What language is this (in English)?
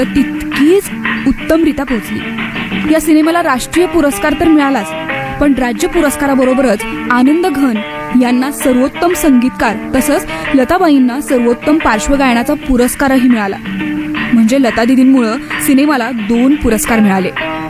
Marathi